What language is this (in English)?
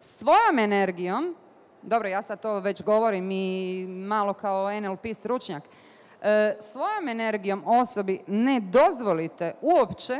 Bosnian